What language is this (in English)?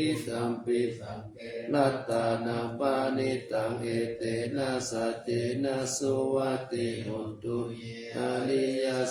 Pali